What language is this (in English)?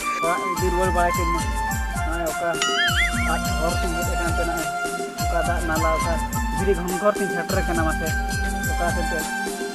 Santali